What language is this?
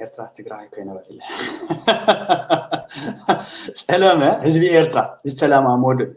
Tigrinya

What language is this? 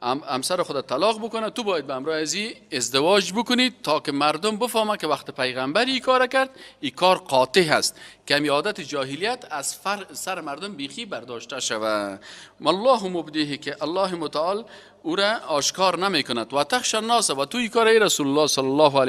Persian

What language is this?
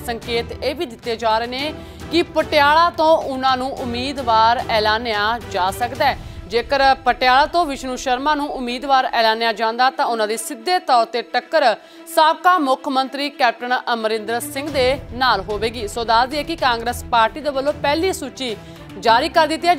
Punjabi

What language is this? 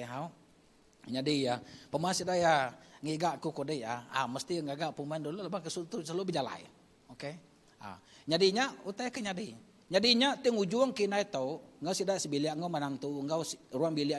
Iban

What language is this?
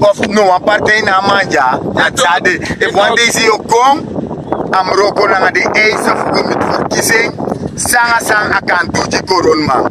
Sranan Tongo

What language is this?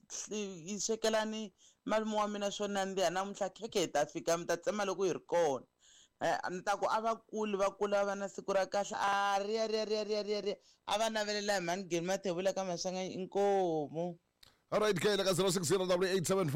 Tsonga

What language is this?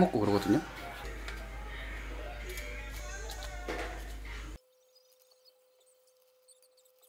Korean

